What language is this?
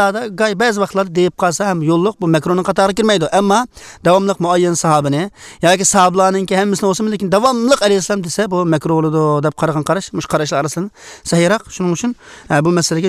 Uyghur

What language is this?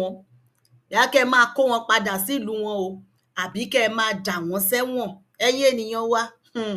Yoruba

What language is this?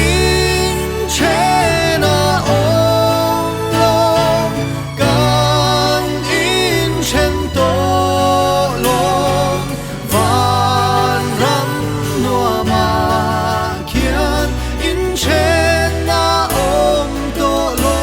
Mizo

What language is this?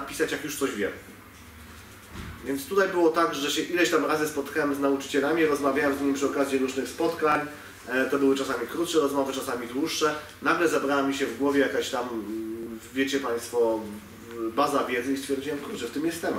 Polish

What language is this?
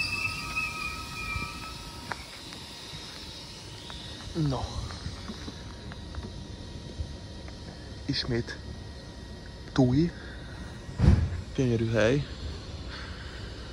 Hungarian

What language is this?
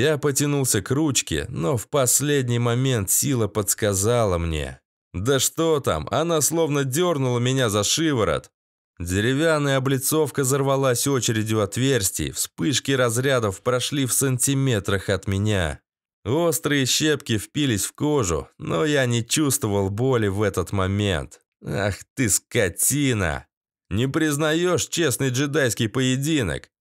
Russian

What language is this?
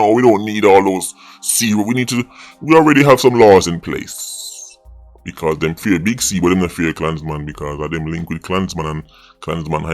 Jamaican Creole English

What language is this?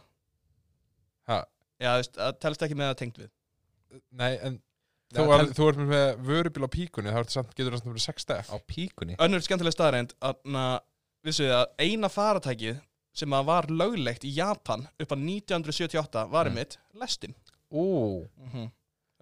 Icelandic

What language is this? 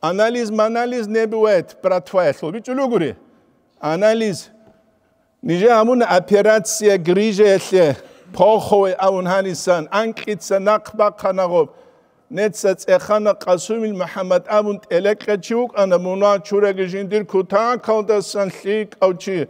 Avaric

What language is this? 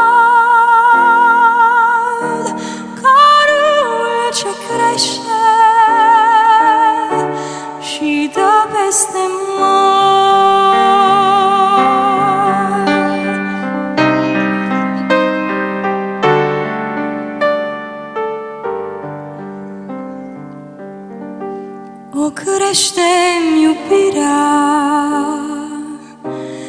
Romanian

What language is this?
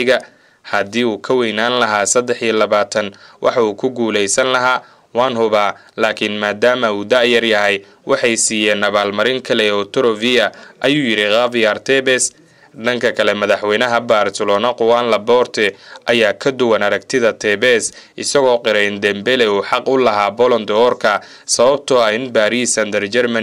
Somali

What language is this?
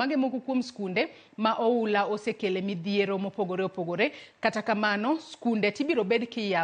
Luo (Kenya and Tanzania)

